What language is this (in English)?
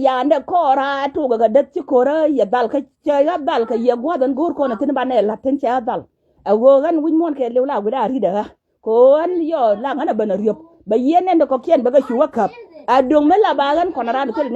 Nuer